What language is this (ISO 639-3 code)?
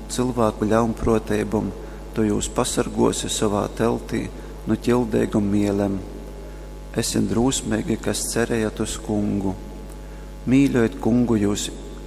ltg